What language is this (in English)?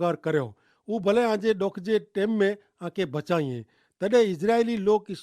Kachhi